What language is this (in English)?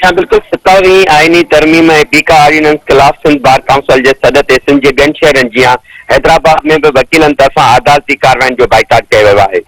Sindhi